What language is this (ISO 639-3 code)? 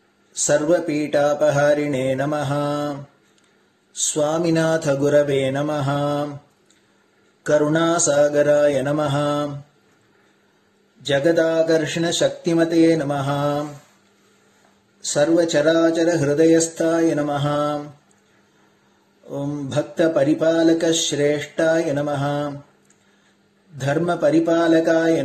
tam